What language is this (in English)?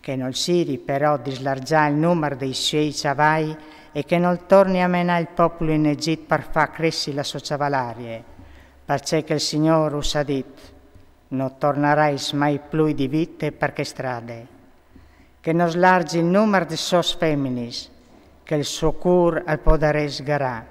Friulian